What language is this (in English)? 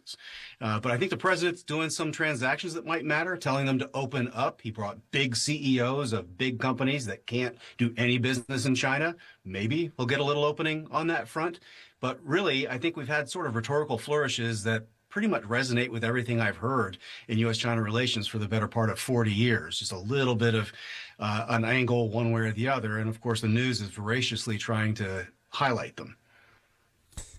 English